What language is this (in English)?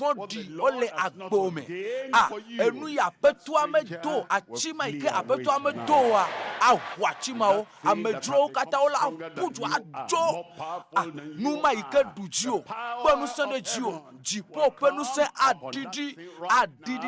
Ewe